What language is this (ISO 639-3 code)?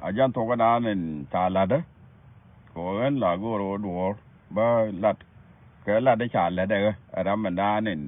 nus